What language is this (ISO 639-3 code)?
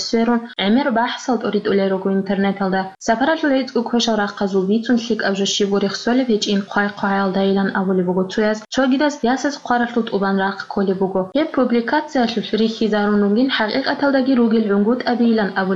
ava